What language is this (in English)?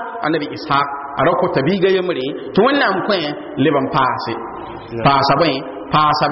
Mossi